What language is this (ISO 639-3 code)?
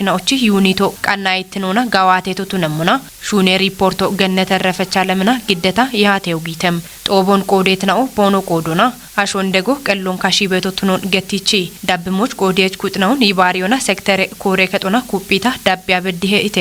kbr